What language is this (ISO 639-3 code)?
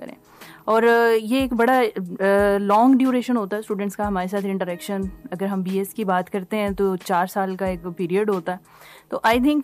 urd